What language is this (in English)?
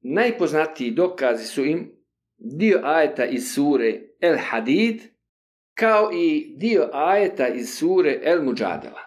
Bosnian